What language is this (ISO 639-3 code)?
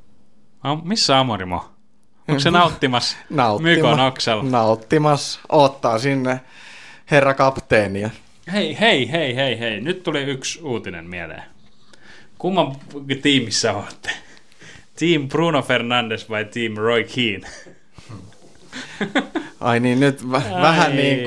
fin